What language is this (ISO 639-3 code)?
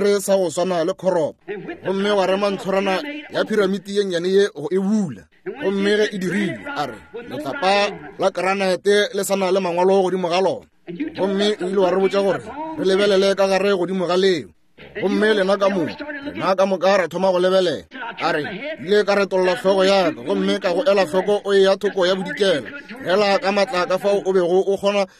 nso